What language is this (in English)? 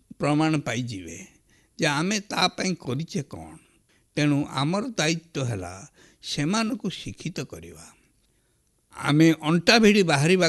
Odia